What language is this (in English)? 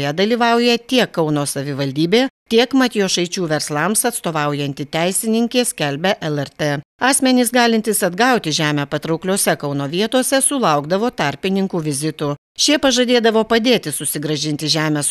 Lithuanian